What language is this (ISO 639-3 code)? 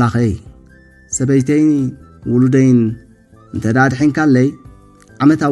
tir